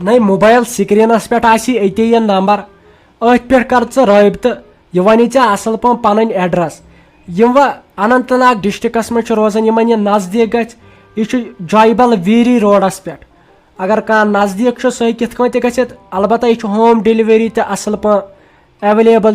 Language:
Kashmiri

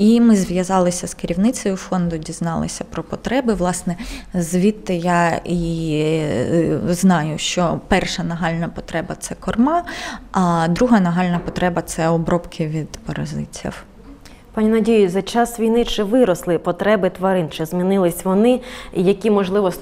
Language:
Ukrainian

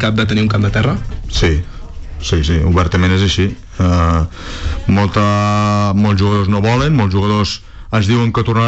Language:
Catalan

